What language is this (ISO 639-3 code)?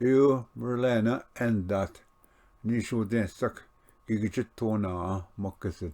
oji